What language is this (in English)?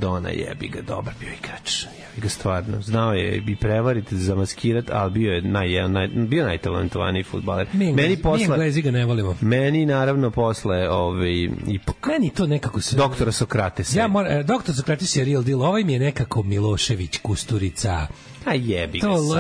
Serbian